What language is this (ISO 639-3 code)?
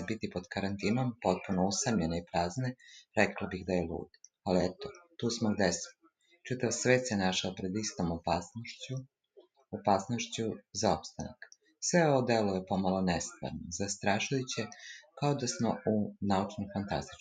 srp